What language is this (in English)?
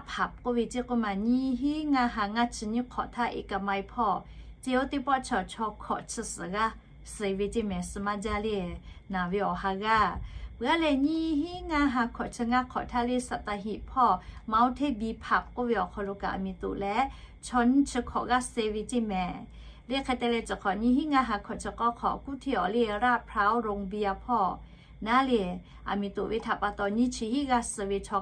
Lahu